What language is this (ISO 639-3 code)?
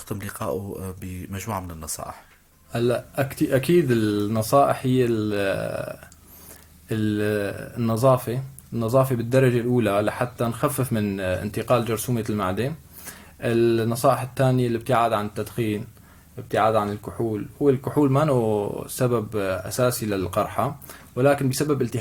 apc